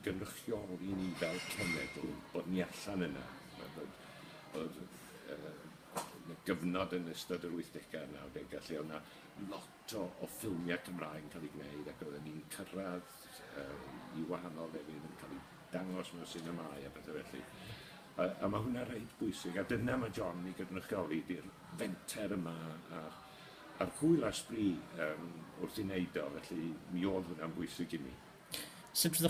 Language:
Welsh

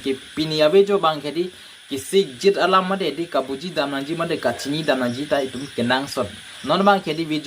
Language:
Karbi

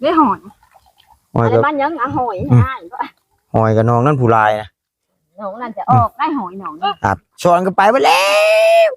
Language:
Northeastern Thai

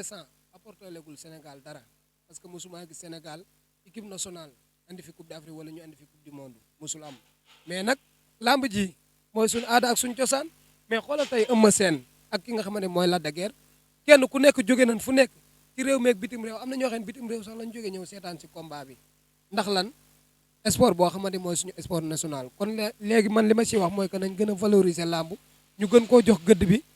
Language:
Wolof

